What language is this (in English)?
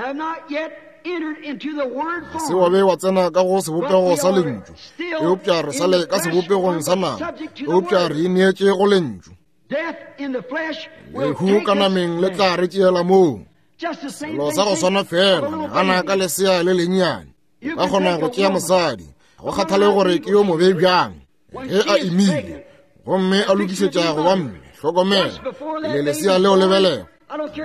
Northern Sotho